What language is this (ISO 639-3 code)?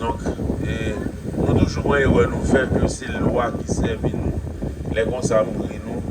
hat